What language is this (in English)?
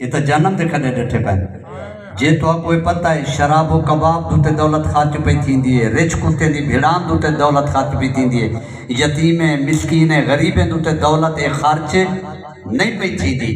Saraiki